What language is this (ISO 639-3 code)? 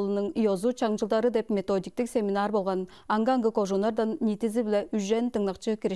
tyv